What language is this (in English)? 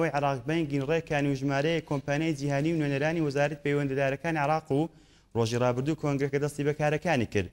Central Kurdish